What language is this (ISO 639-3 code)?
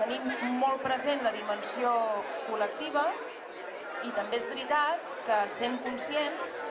cat